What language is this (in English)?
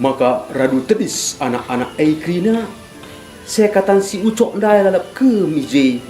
Batak Karo